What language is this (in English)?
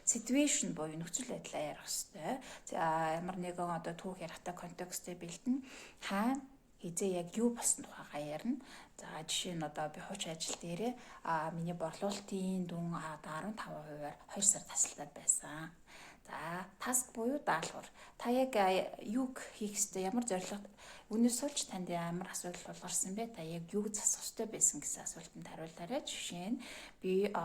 Mongolian